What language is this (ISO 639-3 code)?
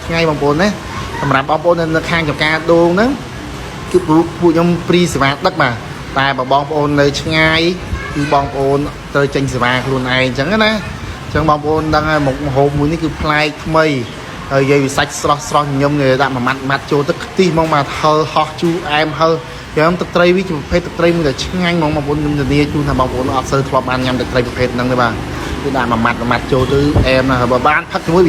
khm